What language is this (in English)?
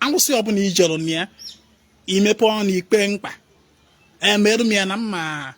Igbo